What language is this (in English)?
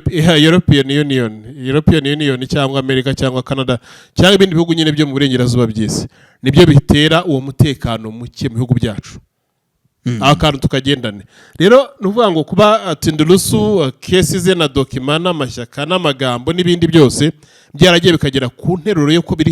Kinyarwanda